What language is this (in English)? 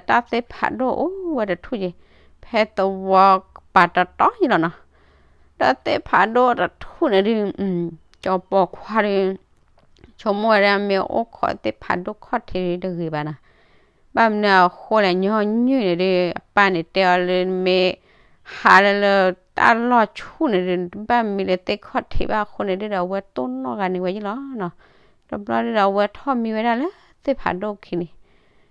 S'gaw Karen